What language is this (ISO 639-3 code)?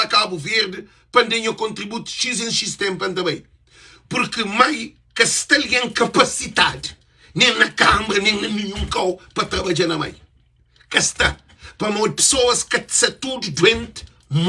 kea